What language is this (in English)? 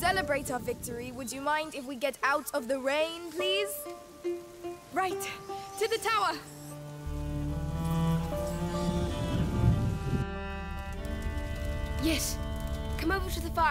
English